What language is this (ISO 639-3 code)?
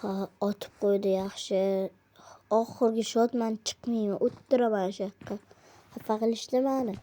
uzb